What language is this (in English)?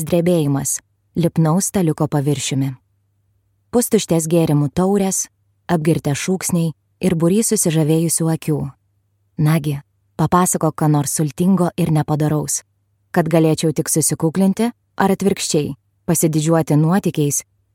Lithuanian